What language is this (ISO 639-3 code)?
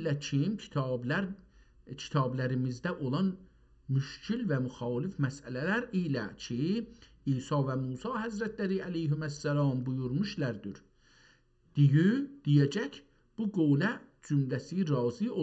azb